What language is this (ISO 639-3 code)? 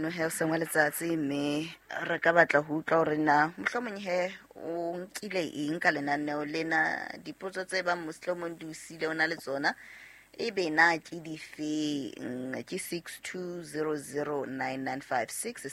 sot